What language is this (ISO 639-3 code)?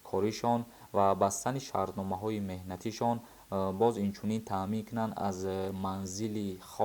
tgk